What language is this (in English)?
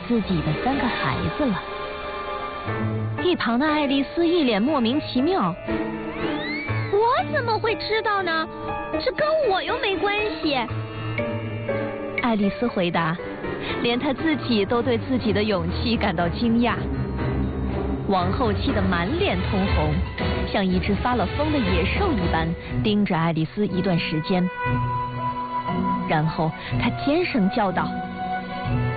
Chinese